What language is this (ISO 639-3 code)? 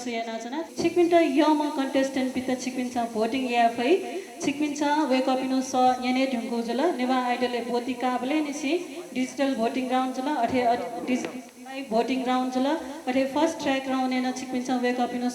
new